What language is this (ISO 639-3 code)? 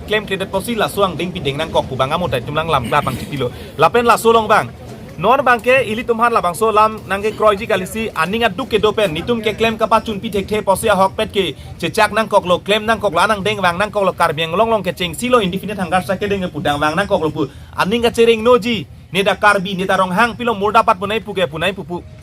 mjw